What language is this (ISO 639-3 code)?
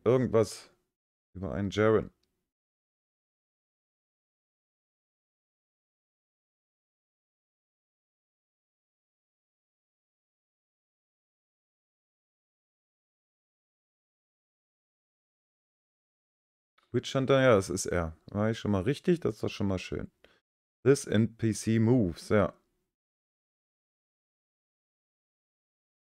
deu